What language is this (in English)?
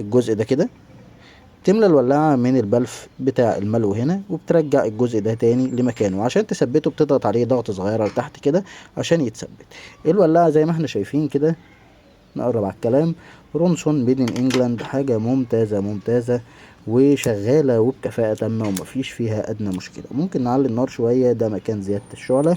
Egyptian Arabic